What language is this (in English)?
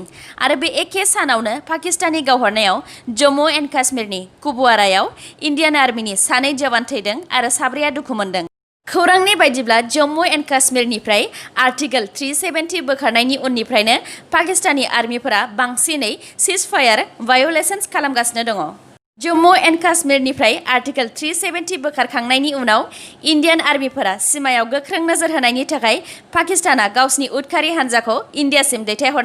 Bodo